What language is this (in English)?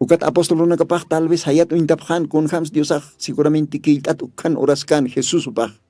Aymara